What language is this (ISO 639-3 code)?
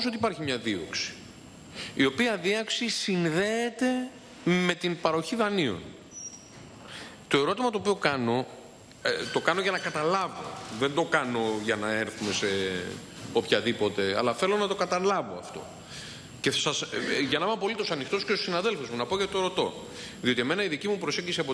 ell